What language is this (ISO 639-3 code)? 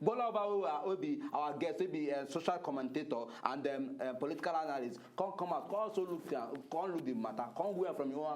pcm